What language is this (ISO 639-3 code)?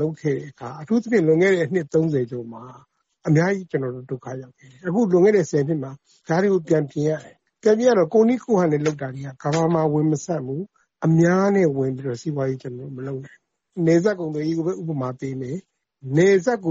mya